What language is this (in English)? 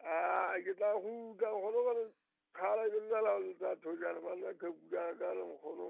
Southern Sotho